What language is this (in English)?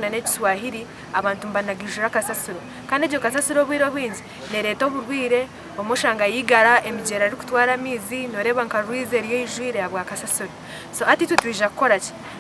Nyankole